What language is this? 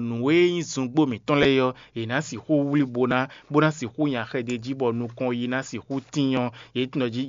Fon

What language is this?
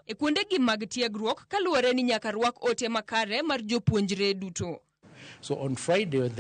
Luo (Kenya and Tanzania)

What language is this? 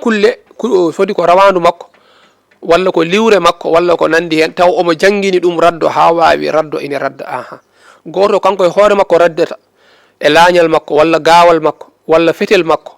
Fula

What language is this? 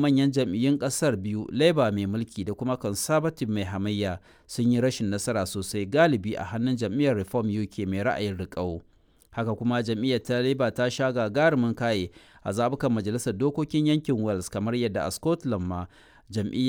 Hausa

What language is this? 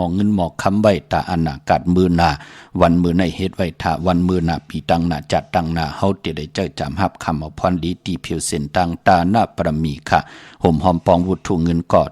Shan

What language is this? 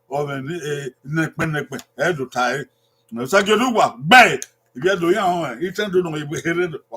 Bini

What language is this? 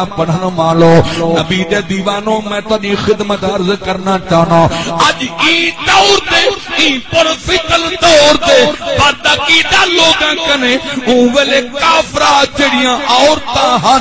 Saraiki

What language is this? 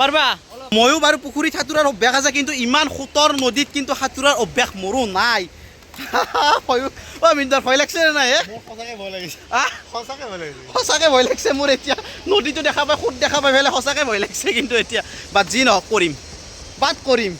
Assamese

